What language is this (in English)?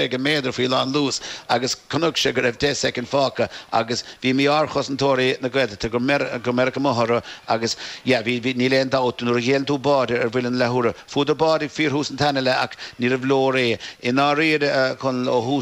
Irish